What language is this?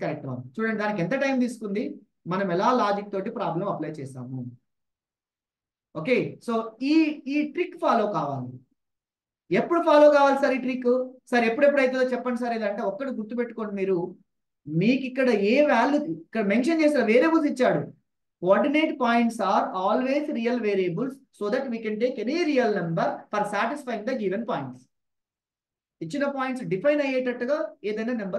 Telugu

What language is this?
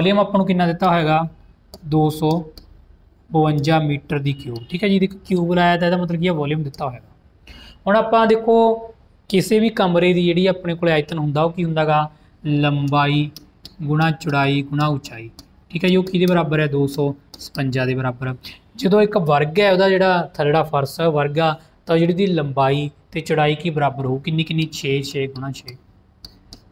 Punjabi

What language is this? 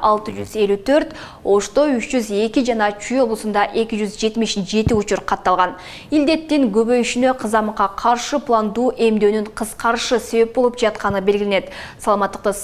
Kyrgyz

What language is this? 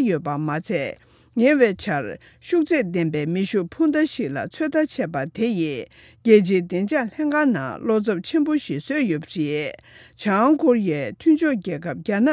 Tibetan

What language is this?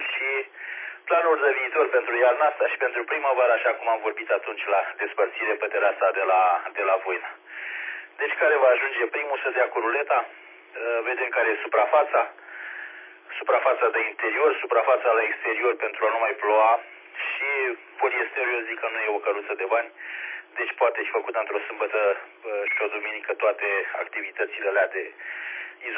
Romanian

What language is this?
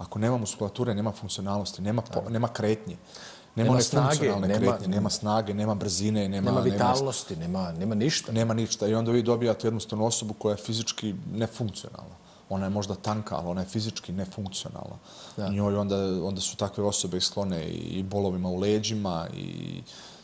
Bosnian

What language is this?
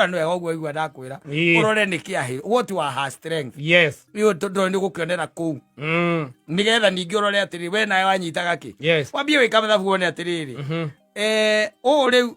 Kikuyu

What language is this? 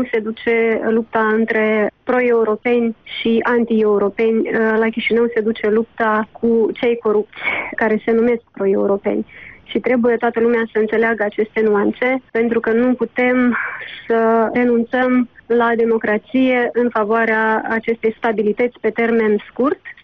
Romanian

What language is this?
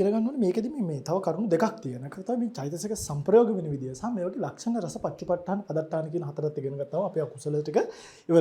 Sinhala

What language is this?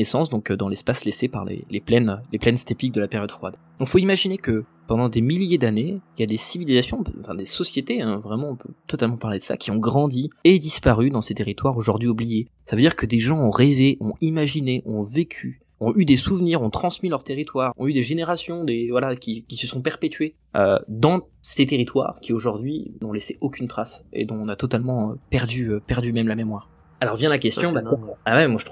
French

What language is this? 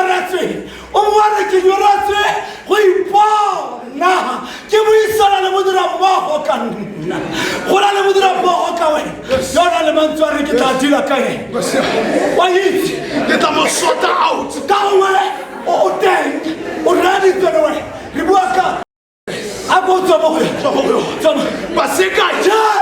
Tswana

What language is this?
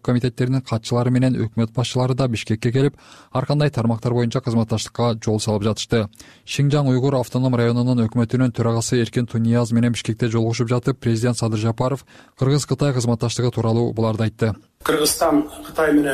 Kyrgyz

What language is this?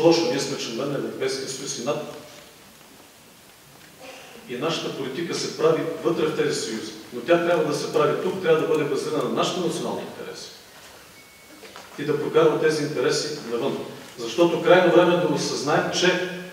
Bulgarian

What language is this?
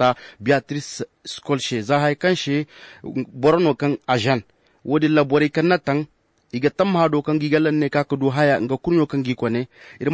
Zarma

